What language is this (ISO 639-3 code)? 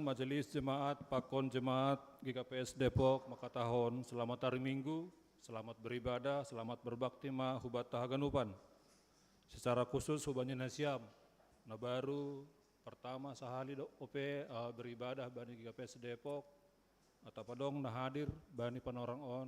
bts